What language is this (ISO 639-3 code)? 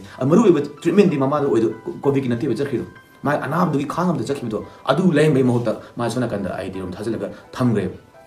mni